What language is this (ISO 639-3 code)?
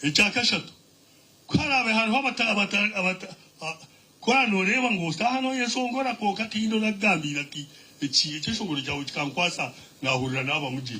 nyn